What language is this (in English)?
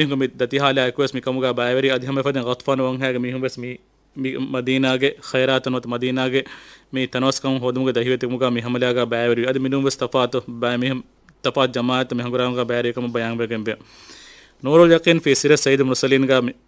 Divehi